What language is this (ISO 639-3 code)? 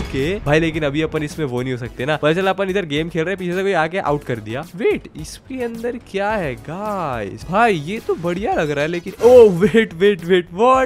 hin